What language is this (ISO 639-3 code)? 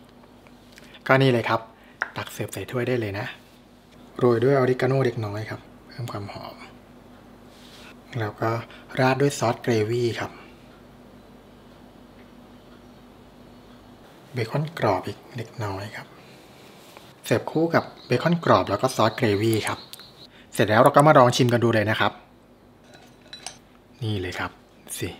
tha